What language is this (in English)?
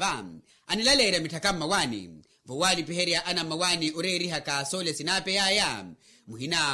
Makhuwa